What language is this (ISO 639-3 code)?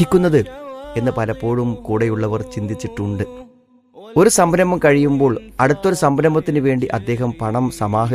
mal